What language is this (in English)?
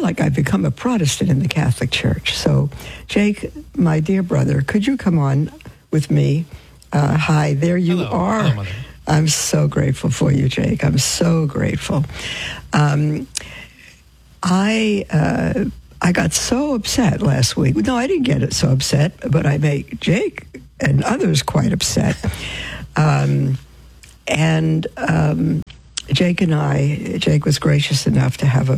English